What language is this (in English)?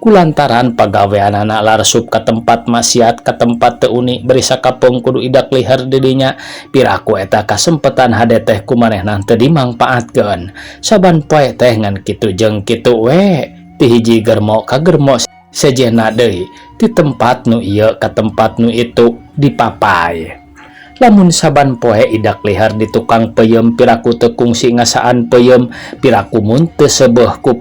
Sundanese